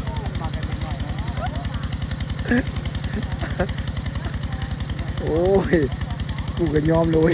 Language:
Lao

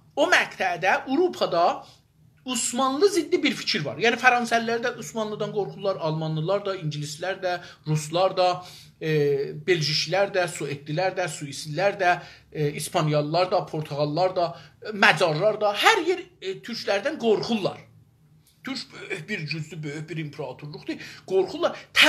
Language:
South Azerbaijani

